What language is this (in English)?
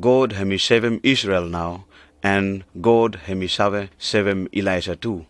Pijin